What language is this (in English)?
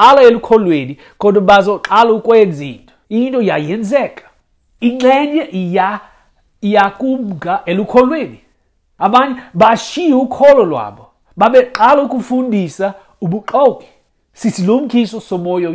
Xhosa